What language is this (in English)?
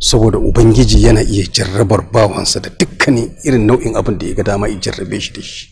Hausa